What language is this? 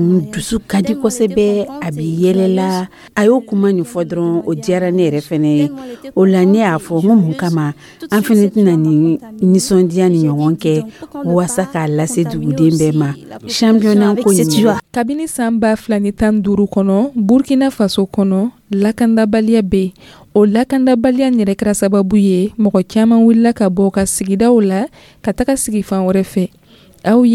Dyula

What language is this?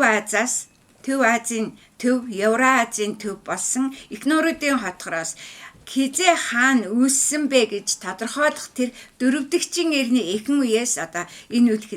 Mongolian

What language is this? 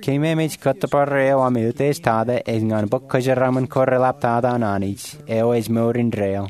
Marshallese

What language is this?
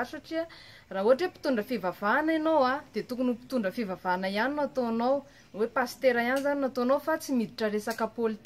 Malagasy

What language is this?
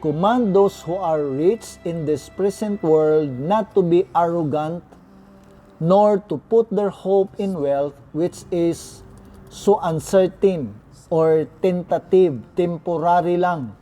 Cebuano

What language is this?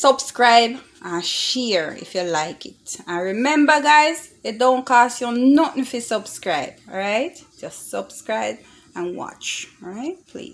Jamaican Creole English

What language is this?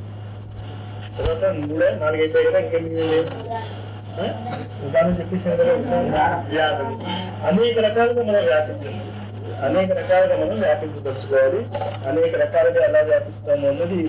Telugu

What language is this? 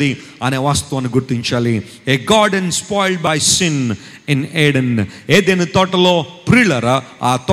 Telugu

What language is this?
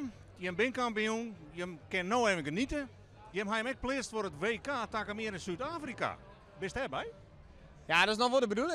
Western Frisian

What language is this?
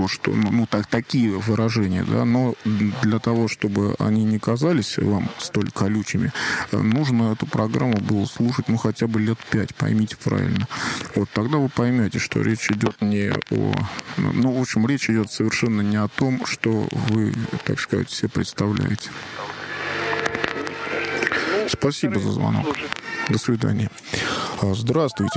Russian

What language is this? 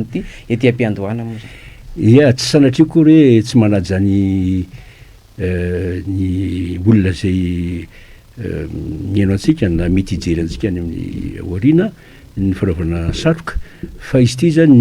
Malagasy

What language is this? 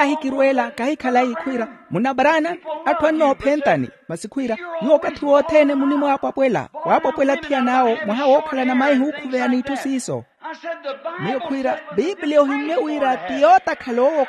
Makhuwa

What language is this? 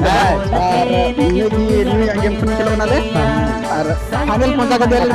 Santali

